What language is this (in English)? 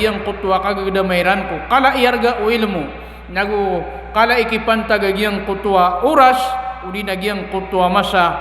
Maranao